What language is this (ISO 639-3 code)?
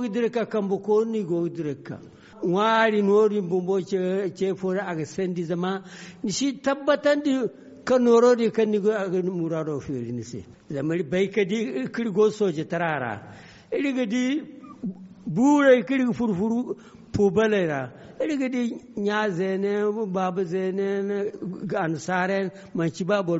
dje